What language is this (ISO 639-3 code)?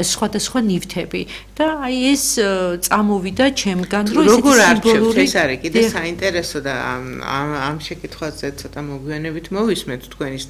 kat